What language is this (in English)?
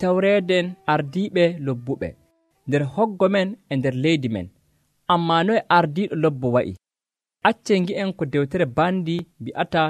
Nigerian Fulfulde